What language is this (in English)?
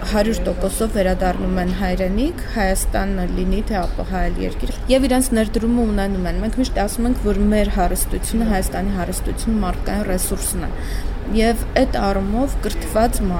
Armenian